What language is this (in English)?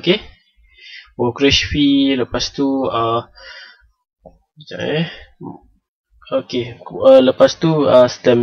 Malay